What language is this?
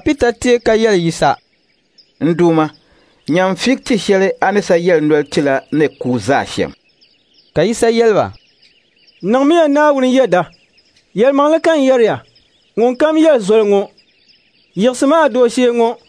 Dagbani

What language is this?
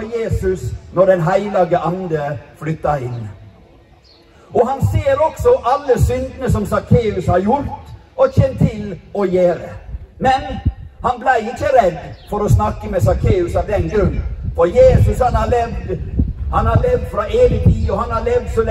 Norwegian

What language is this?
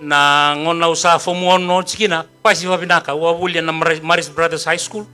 Fijian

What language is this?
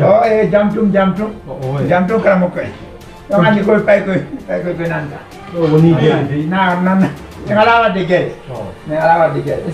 Fula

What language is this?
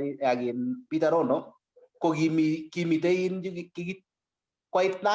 Kalenjin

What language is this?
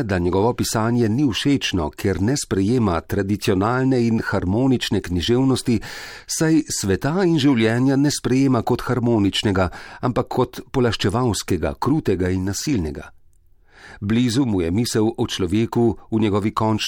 Slovenian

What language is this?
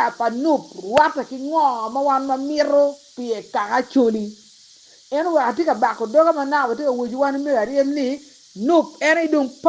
Acoli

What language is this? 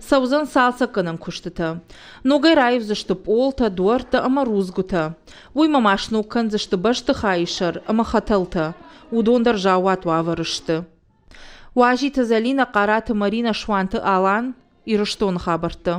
Ossetic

